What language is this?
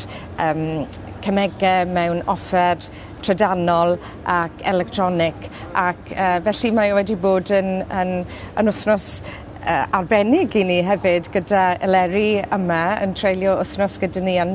Welsh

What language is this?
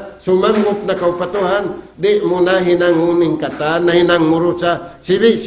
Tausug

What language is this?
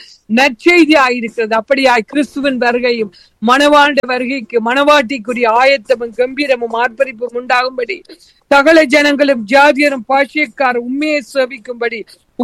Tamil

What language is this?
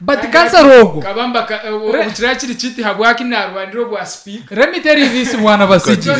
Nyankole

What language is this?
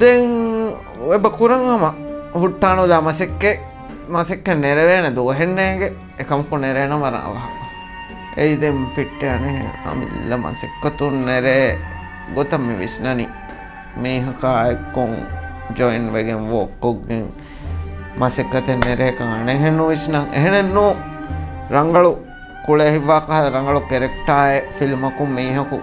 Divehi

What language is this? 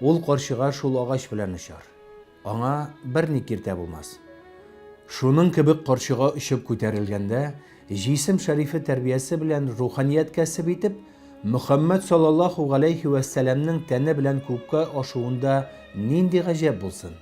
Tatar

